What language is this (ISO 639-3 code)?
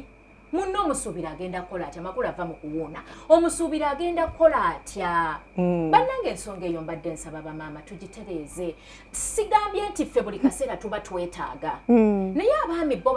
lug